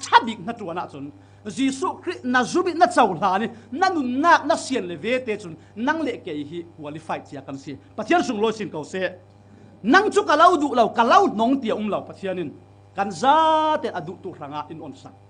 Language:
Falam Chin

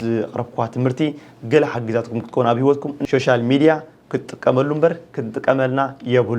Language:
Tigrinya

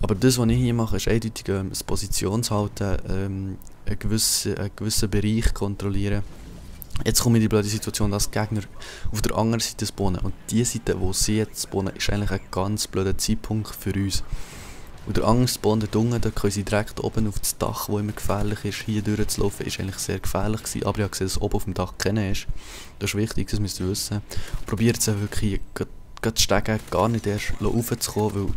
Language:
Swiss German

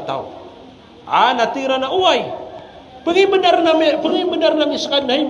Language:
Maranao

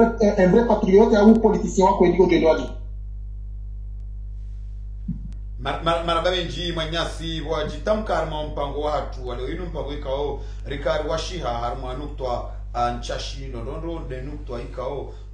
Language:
Swahili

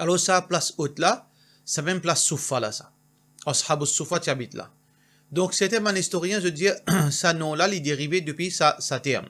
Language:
Morisyen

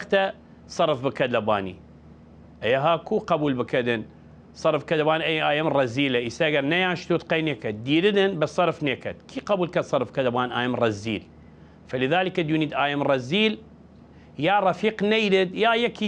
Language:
Southern Kurdish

